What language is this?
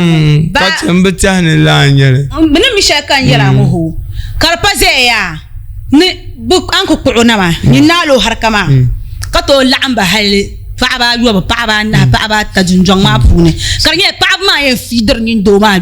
Dagbani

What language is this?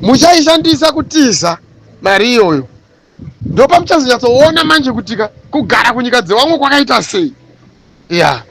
Shona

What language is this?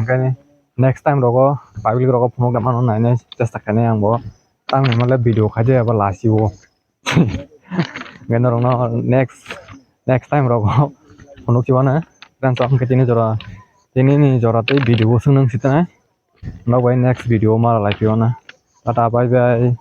Kok Borok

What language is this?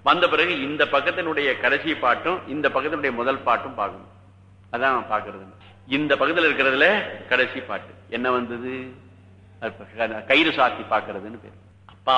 Tamil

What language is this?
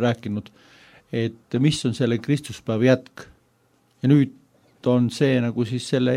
Estonian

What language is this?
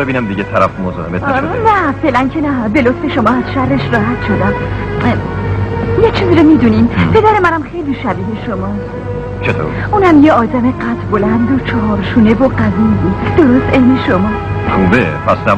Persian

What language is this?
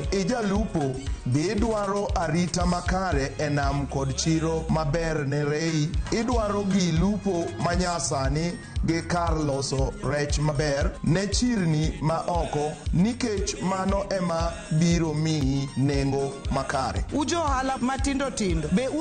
Luo (Kenya and Tanzania)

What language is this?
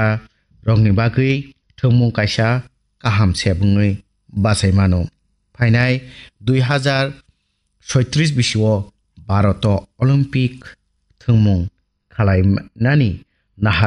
Kok Borok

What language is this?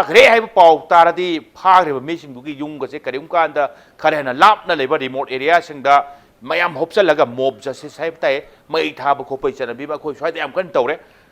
Manipuri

